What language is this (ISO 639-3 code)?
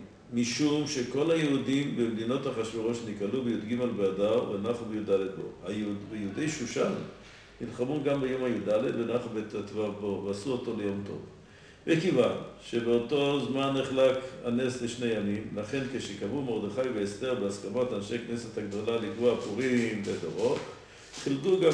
heb